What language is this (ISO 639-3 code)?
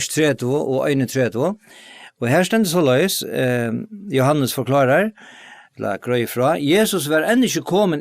fao